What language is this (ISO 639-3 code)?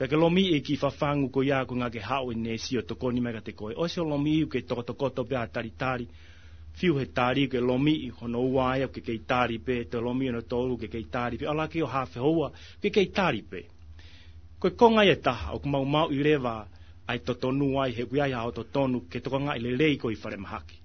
ton